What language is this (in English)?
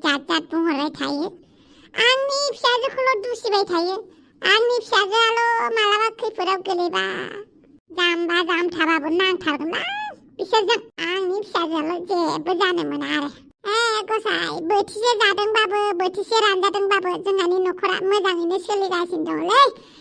Bodo